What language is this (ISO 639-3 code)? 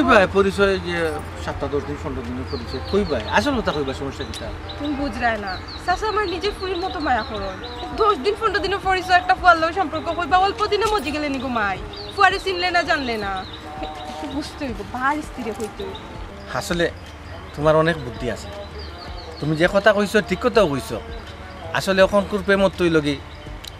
syl